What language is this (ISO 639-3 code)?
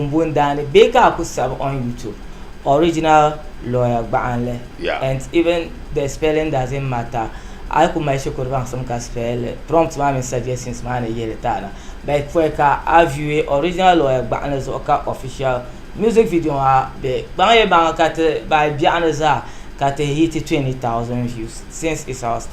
dag